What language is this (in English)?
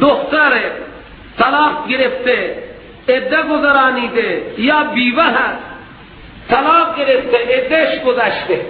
Persian